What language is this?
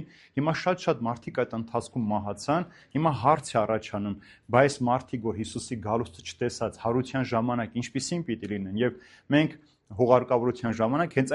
Armenian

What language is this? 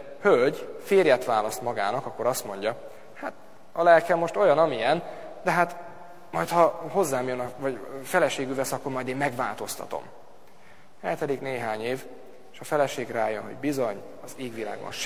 Hungarian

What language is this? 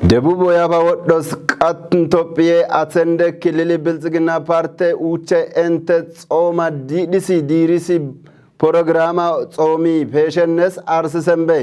Kafa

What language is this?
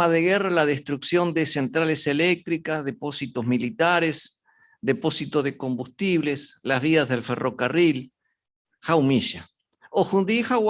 Guarani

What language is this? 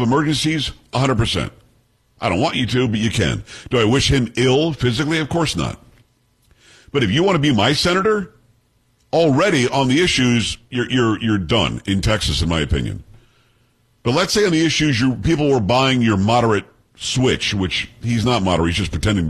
English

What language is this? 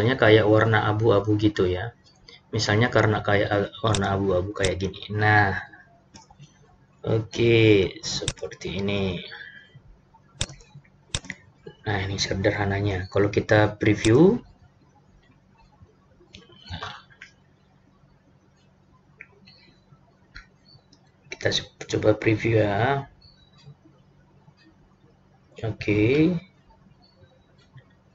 Indonesian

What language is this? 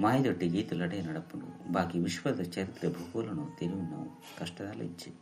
Tulu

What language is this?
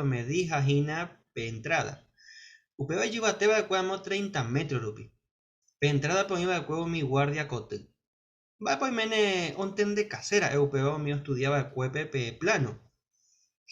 Guarani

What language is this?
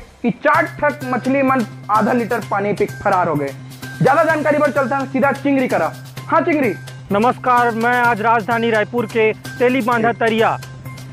Chhattisgarhi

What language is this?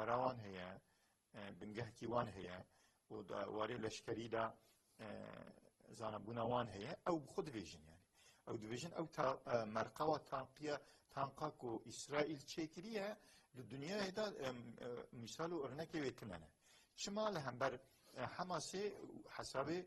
Kurdish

